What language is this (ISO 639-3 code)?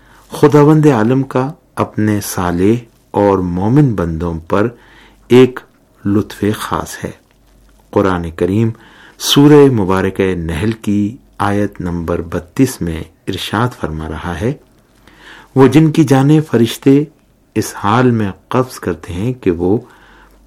urd